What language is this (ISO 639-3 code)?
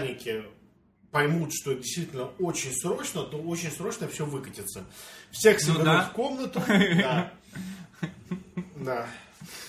rus